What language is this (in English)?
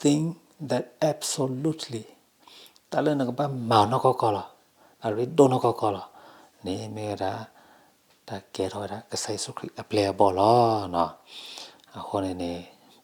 S'gaw Karen